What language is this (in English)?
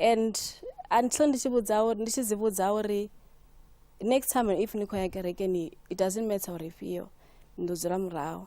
Venda